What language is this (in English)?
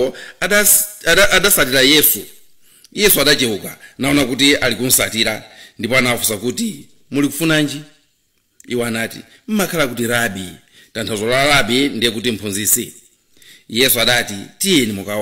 Nyanja